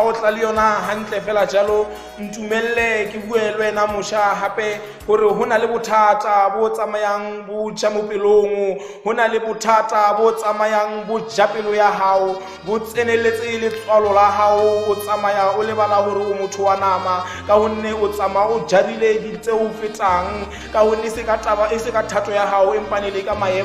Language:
Tswana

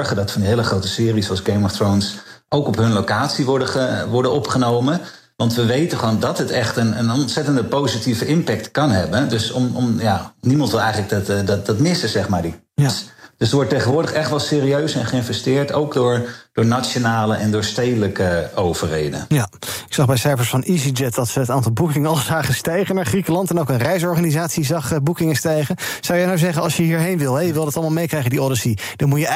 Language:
Dutch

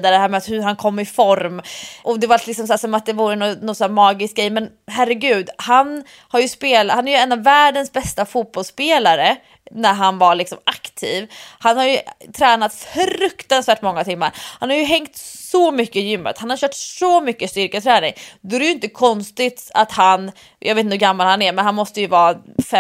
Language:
Swedish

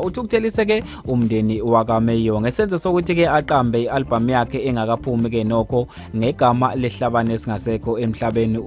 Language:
Zulu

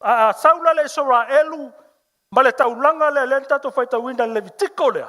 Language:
Samoan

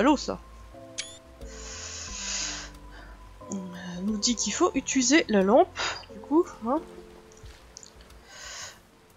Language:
French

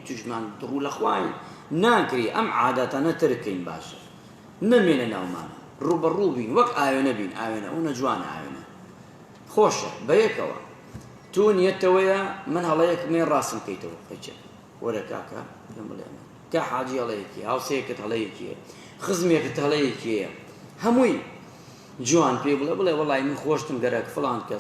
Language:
Central Kurdish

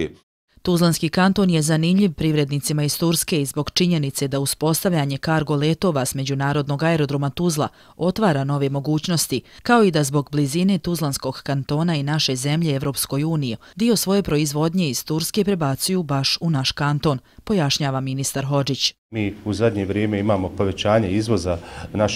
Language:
Bosnian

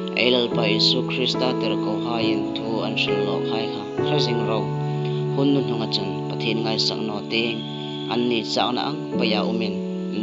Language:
Hmar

